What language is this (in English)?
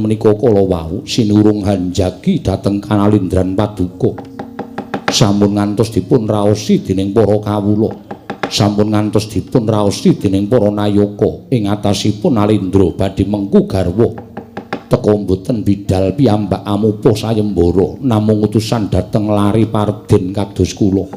Javanese